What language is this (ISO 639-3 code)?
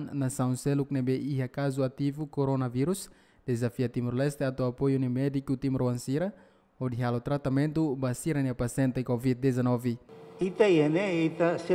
tet